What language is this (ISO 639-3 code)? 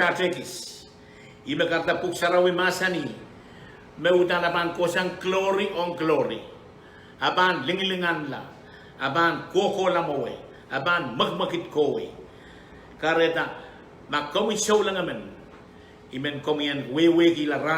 pon